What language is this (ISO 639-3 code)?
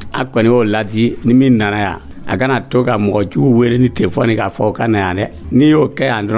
dyu